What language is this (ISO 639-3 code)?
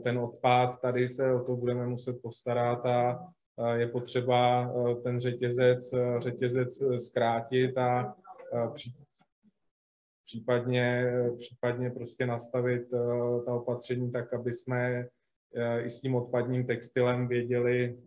ces